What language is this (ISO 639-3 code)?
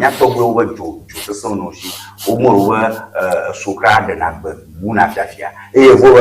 ewe